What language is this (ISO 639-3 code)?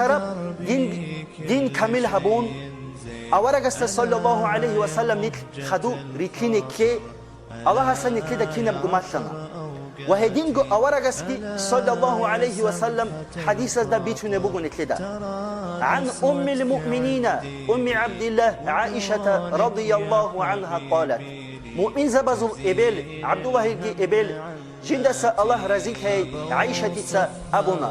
ava